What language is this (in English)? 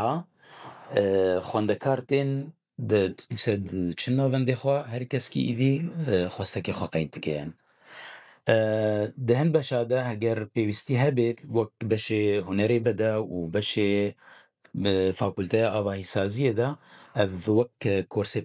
Kurdish